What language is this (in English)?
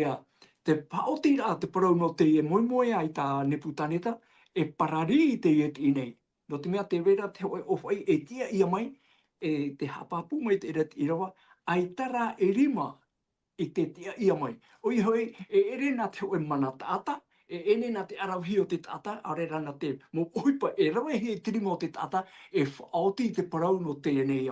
Tahitian